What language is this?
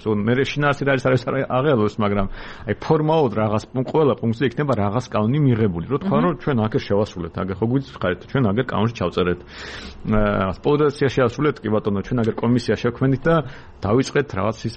Georgian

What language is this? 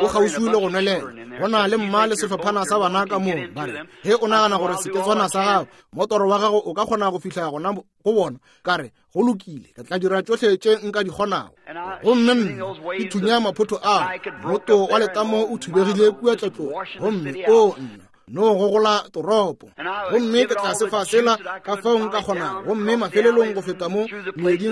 Northern Sotho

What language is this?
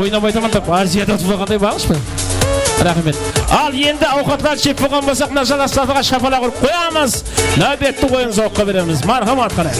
Kara-Kalpak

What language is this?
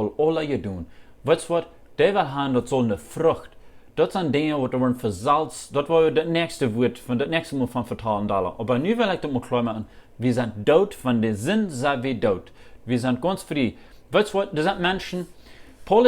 Plautdietsch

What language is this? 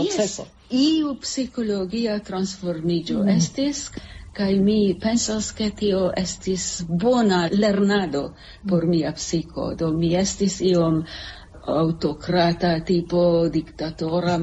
Esperanto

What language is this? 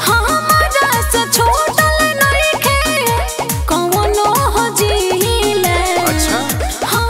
Bhojpuri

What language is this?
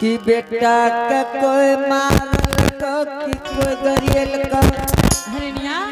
Angika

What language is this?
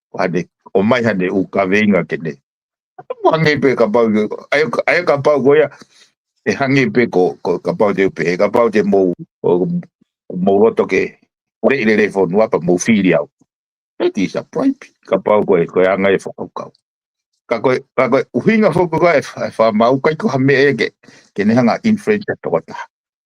Tongan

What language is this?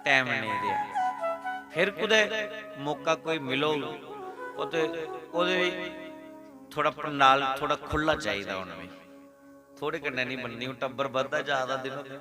Dogri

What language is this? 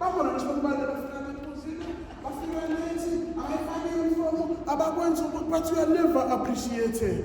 Zulu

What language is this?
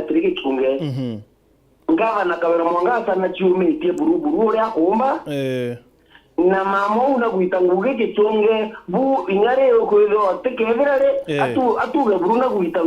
Meru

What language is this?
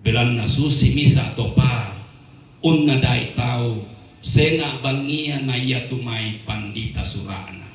Toraja-Sa'dan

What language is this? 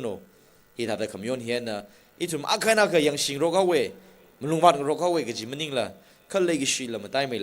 Tangkhul Naga (India)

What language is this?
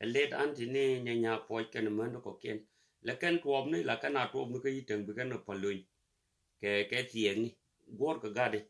Nuer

